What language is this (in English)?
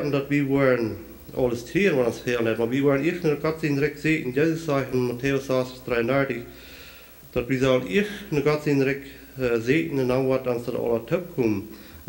Plautdietsch